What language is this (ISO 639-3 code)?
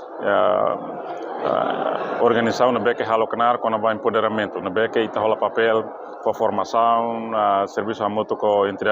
tet